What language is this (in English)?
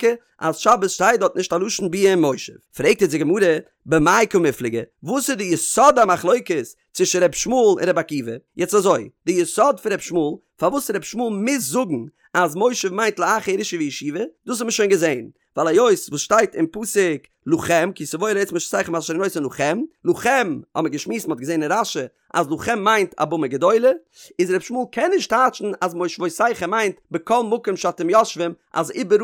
Yiddish